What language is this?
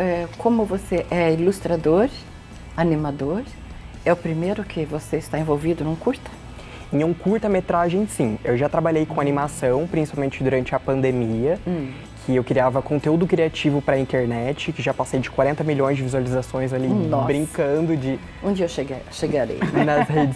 Portuguese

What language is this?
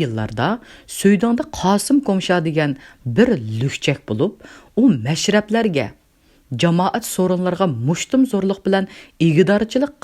Uyghur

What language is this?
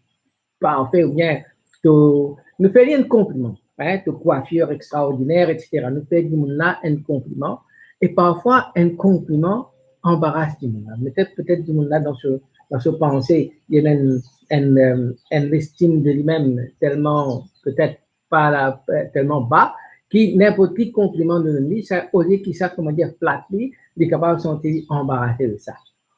Morisyen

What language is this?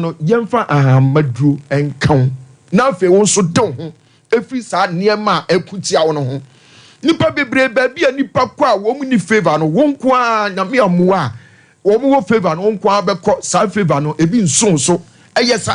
Akan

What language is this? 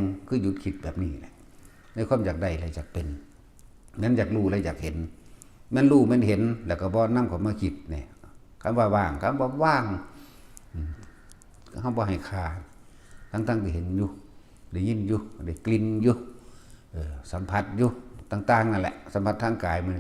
Northeastern Thai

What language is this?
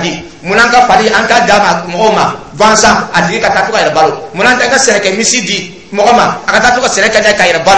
Dyula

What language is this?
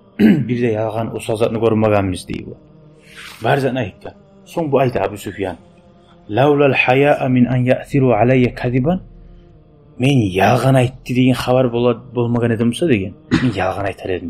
Kumyk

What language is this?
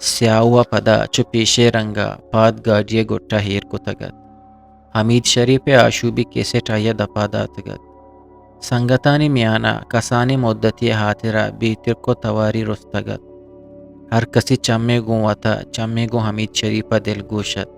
Eastern Balochi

